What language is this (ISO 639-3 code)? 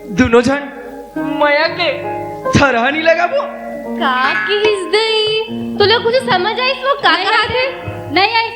hne